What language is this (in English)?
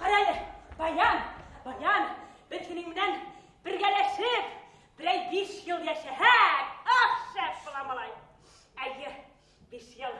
Bashkir